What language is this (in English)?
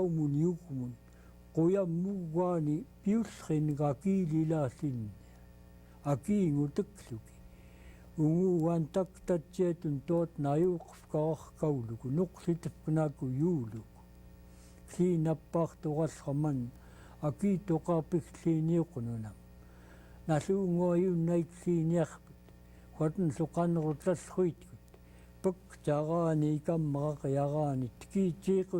Central Yupik